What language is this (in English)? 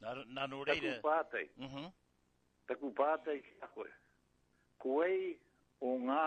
Māori